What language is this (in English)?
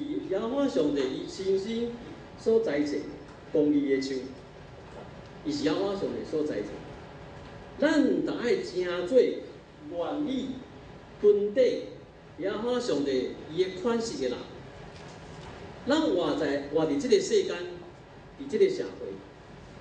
Min Nan Chinese